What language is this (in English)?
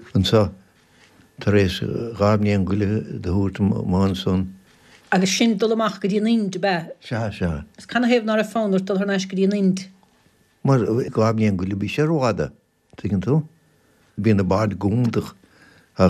Irish